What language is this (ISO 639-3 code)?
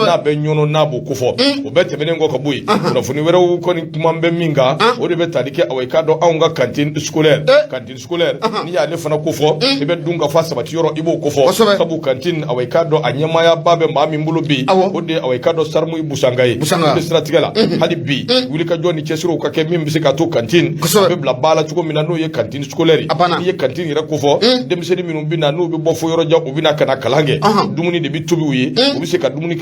bam